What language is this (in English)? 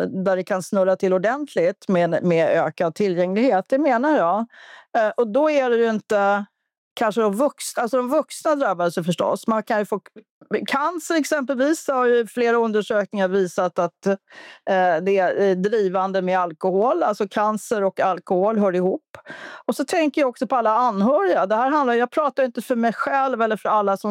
Swedish